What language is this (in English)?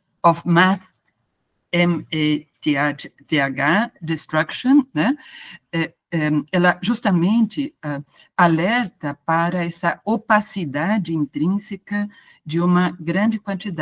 Portuguese